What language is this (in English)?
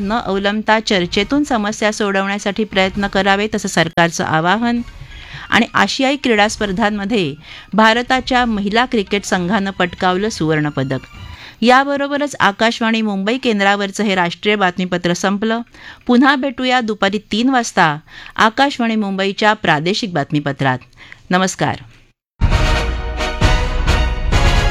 Marathi